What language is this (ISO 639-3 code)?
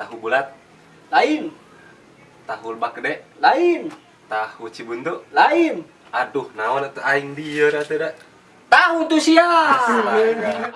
sun